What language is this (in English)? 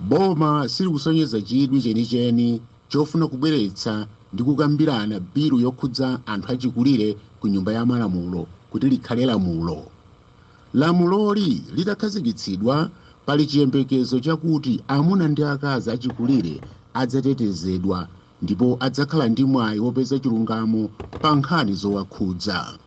Nyanja